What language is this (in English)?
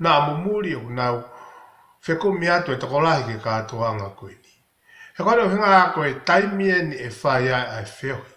Tongan